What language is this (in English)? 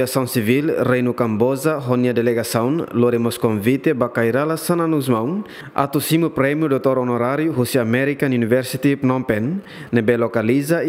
Tetum